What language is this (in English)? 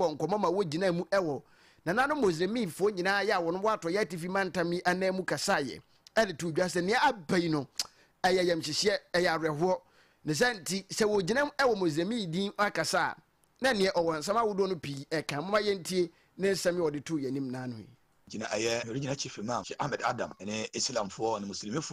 Akan